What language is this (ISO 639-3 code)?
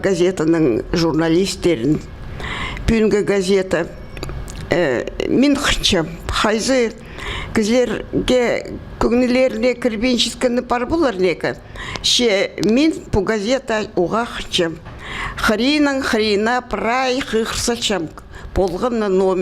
kjh